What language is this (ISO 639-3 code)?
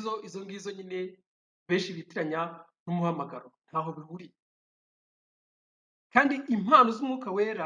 kin